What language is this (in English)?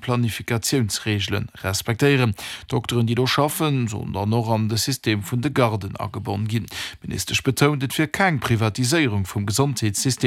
Luxembourgish